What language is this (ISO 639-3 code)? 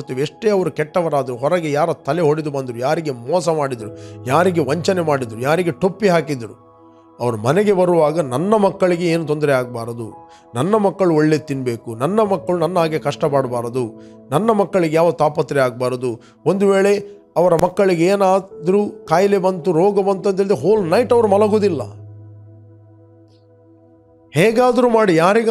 kan